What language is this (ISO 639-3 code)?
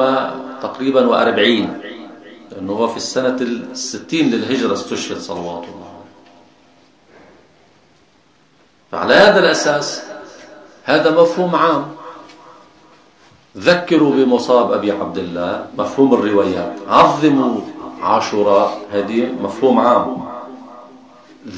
ara